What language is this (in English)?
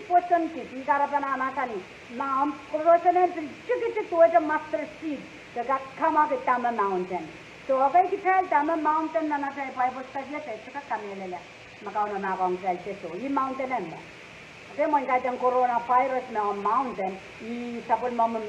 Pohnpeian